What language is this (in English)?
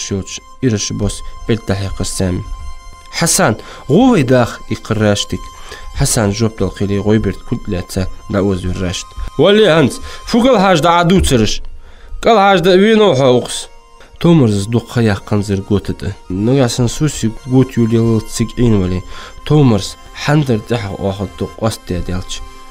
Ingush